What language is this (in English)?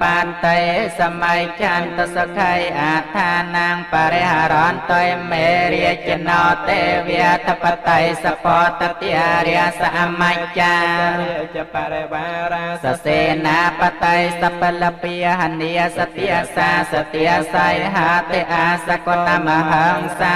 Khmer